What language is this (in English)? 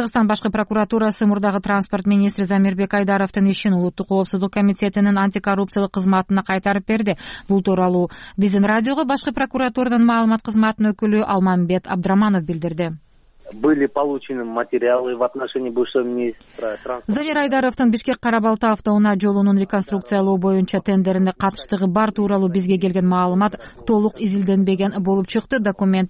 Kyrgyz